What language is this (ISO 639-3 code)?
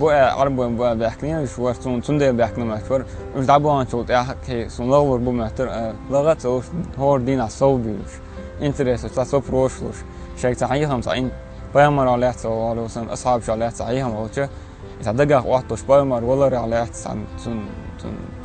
che